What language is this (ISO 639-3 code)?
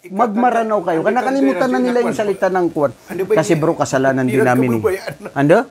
mrw